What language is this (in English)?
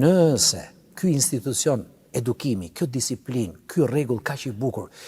Albanian